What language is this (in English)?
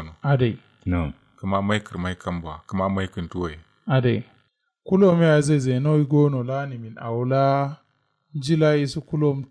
Kanuri